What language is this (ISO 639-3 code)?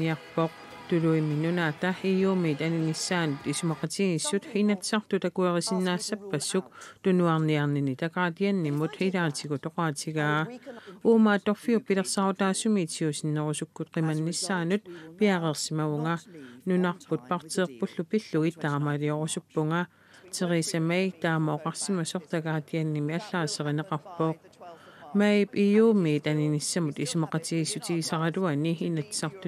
kal